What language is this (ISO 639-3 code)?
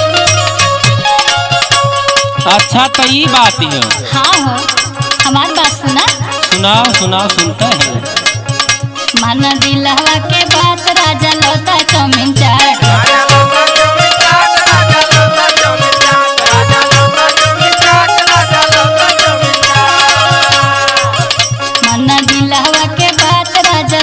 bho